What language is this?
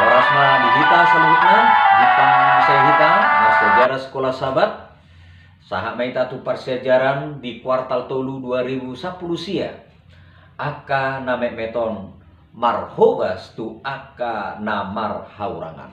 Batak Toba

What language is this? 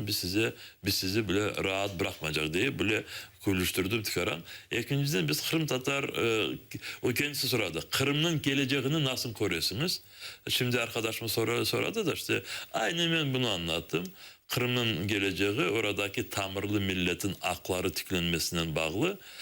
Crimean Tatar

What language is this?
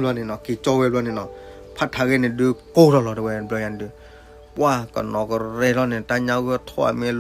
S'gaw Karen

